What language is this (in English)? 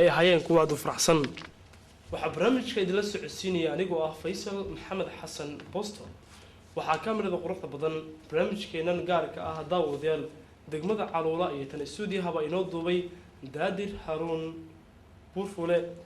Somali